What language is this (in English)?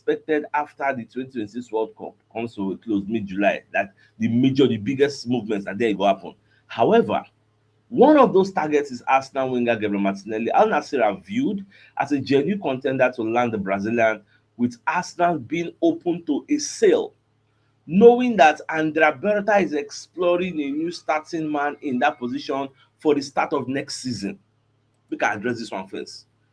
Nigerian Pidgin